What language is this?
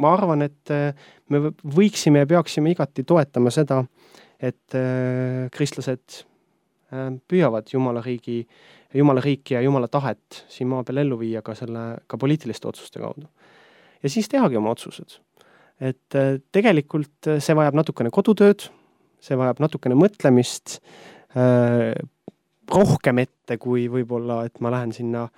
Estonian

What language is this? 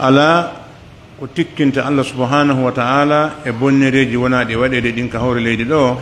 Pular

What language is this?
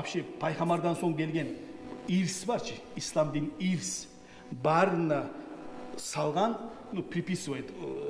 Kumyk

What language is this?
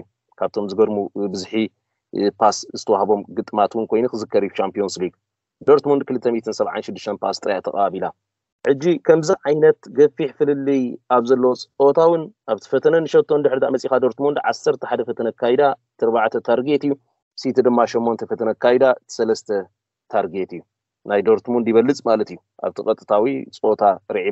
Tigrinya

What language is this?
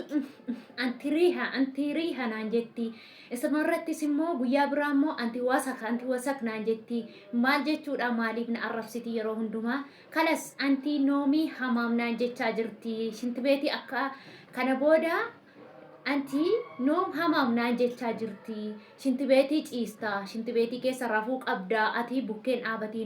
Oromo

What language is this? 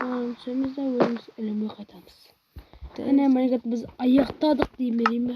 Kara-Kalpak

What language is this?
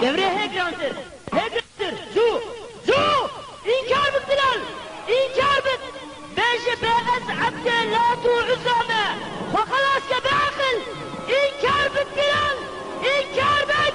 Kurdish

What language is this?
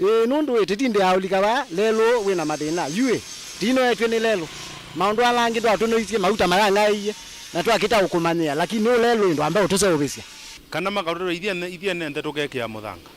Kamba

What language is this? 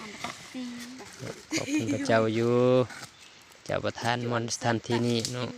Lao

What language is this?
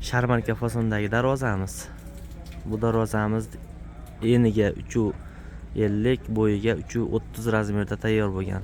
Uzbek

